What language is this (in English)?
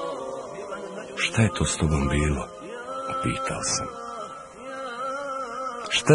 Bosnian